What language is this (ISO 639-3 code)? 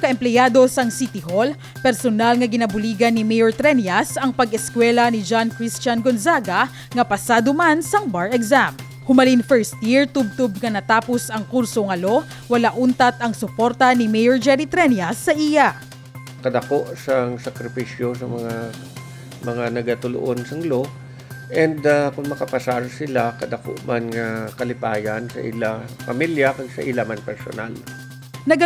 hil